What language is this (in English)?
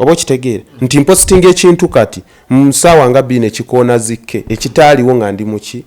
Ganda